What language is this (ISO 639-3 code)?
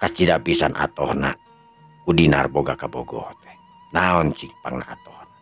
sun